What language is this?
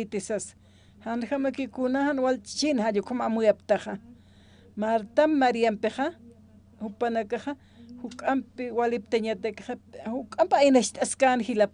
Aymara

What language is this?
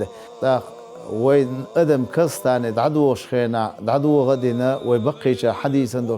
Chechen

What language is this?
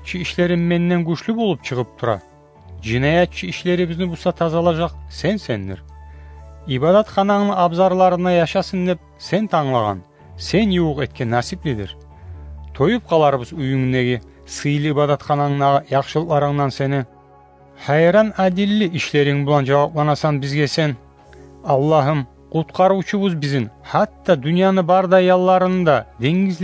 Kumyk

